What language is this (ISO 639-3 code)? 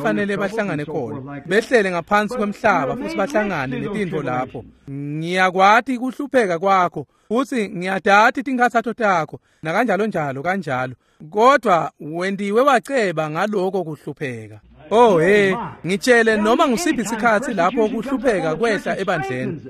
ssw